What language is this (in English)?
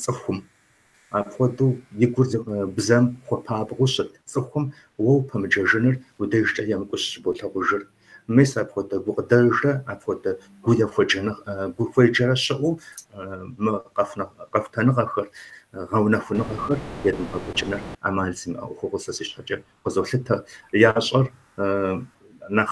Kabardian